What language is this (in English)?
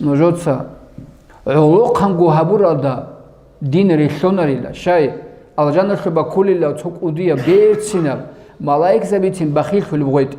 Avaric